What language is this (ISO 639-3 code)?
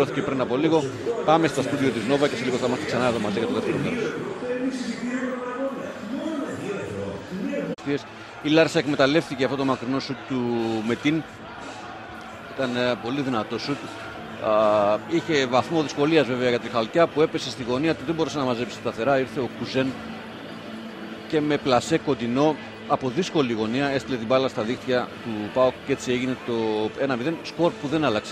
ell